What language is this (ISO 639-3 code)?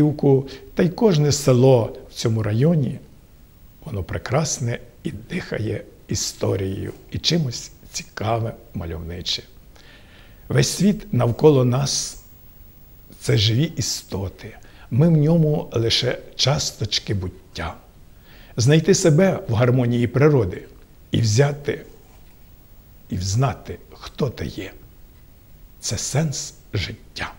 ukr